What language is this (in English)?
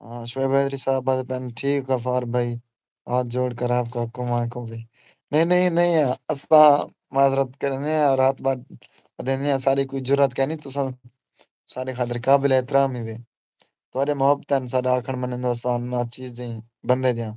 Saraiki